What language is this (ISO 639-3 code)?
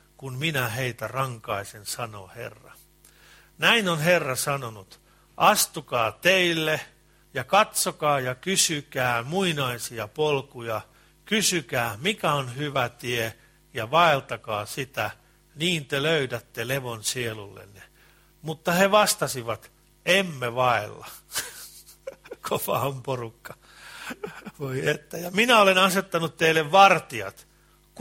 fin